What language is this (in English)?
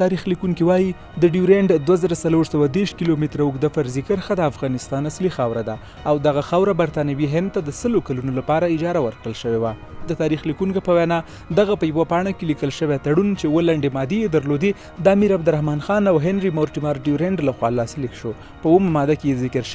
Pashto